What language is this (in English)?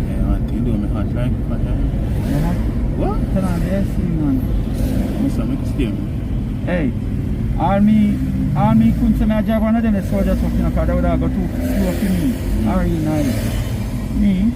Jamaican Creole English